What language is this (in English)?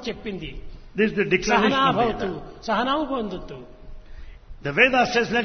Telugu